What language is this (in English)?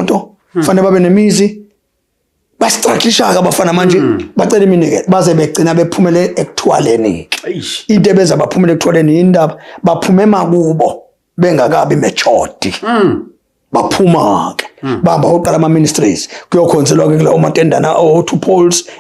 Zulu